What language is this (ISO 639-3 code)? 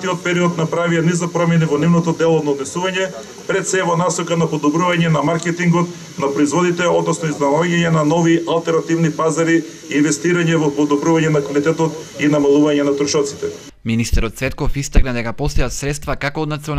mkd